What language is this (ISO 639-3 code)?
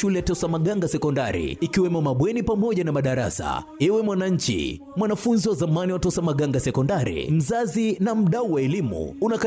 swa